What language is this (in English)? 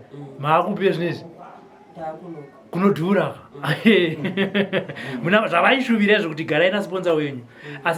Shona